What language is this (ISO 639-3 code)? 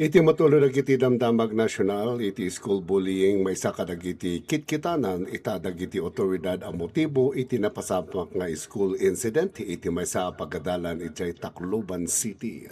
ilo